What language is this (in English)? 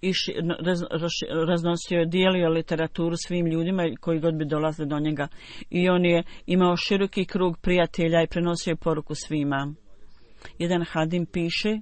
Croatian